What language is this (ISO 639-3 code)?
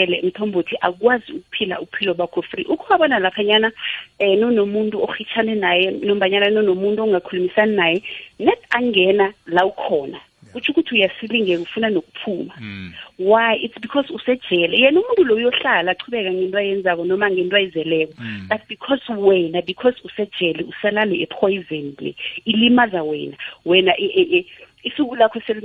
nbl